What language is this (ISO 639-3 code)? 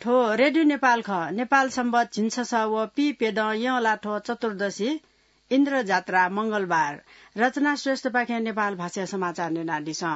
new